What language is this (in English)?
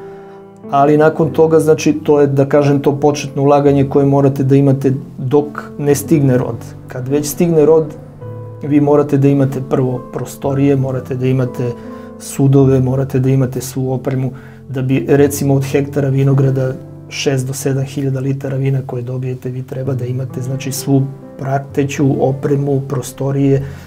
Serbian